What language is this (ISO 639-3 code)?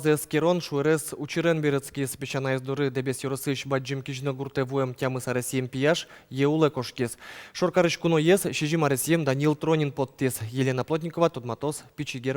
udm